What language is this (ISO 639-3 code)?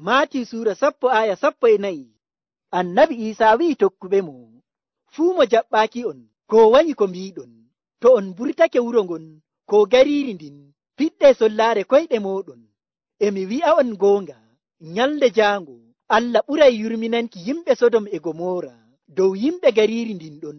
fuv